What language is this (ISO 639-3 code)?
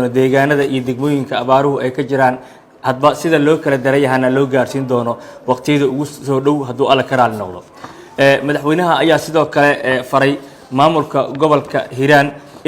som